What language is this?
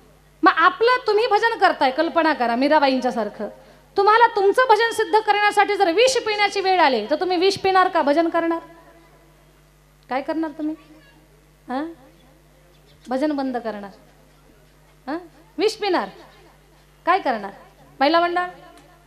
Marathi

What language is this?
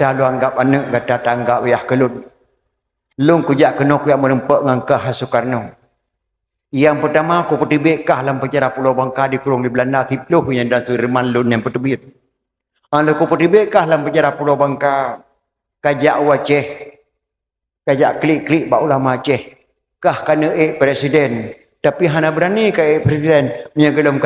Achinese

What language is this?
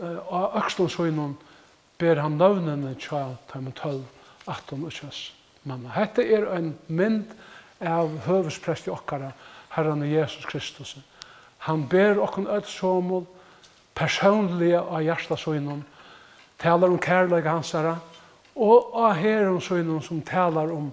Faroese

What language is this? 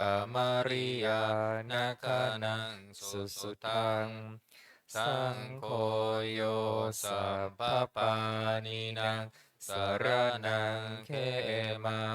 Pali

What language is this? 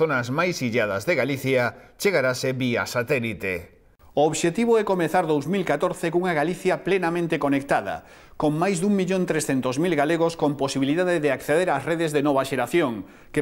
Galician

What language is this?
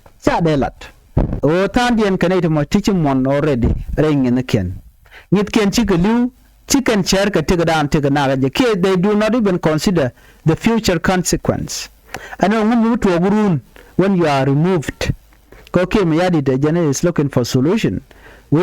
Nuer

